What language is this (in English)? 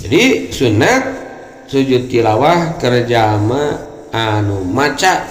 Sundanese